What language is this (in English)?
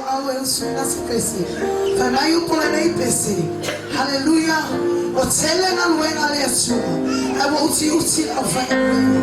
Samoan